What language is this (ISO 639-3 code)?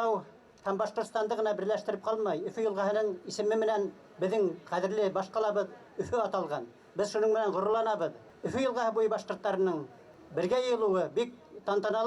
bak